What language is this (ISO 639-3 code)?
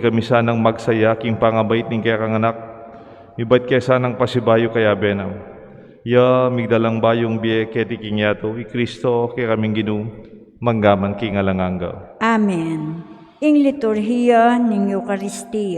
pam